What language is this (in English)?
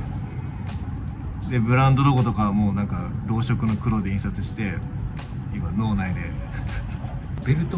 Japanese